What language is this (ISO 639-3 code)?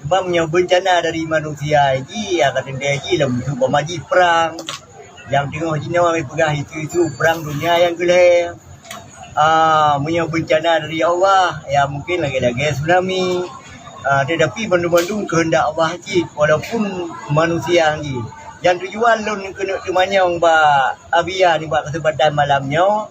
ace